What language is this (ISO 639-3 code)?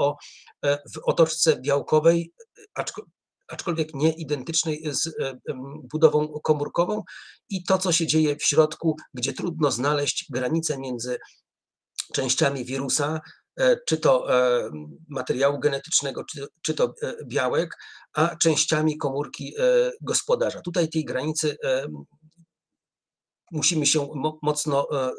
pol